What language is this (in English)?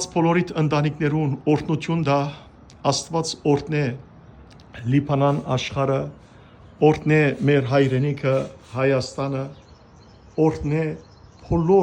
Western Armenian